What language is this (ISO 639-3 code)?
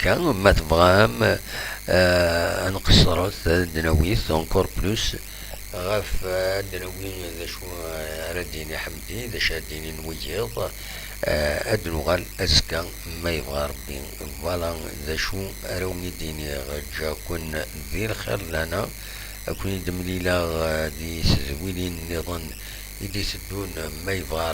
kab